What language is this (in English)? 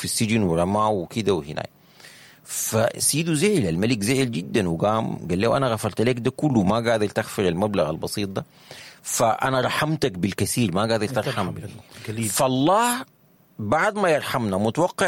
Sudanese Arabic